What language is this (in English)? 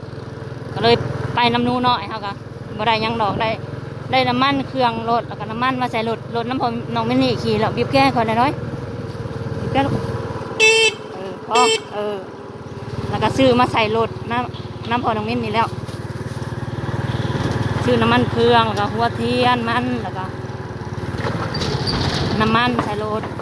Thai